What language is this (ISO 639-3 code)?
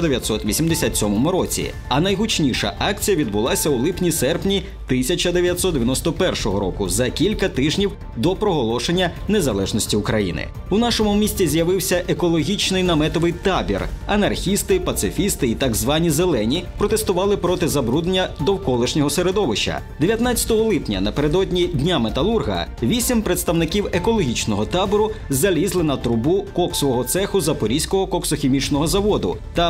ukr